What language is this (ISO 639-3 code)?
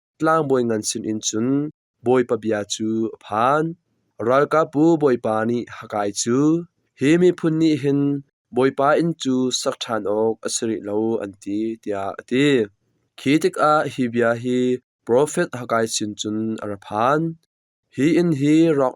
cnh